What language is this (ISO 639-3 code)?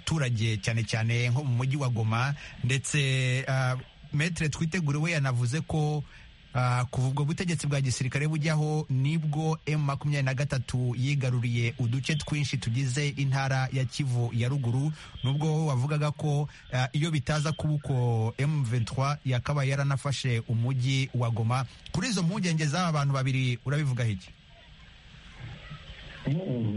kin